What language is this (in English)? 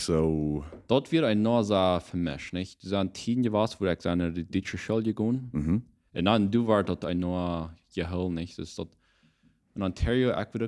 Plautdietsch